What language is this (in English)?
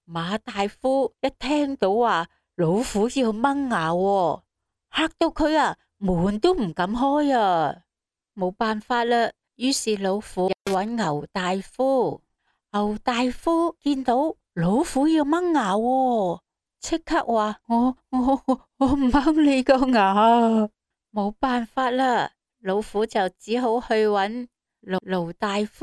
Cantonese